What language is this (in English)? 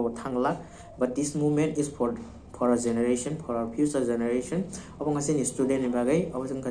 Kok Borok